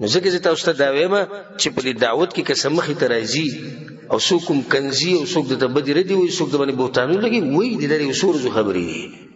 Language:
Pashto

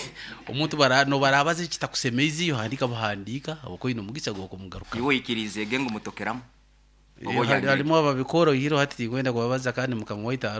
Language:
Nyoro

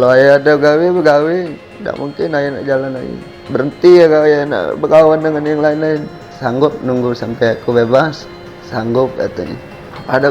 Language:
Musi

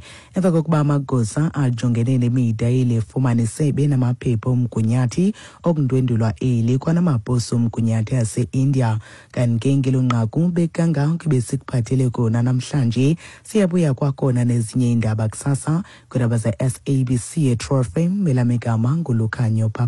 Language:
Xhosa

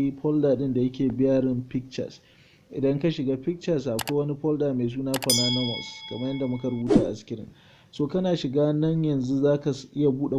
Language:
Hausa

